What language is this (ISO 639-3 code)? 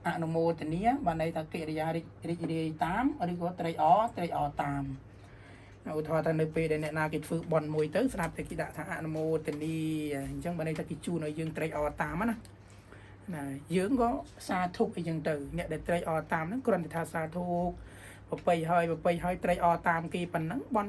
khm